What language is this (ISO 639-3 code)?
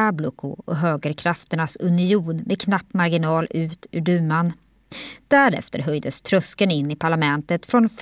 swe